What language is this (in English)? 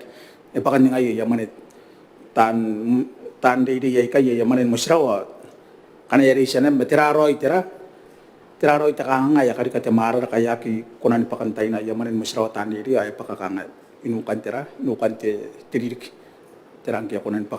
Gilbertese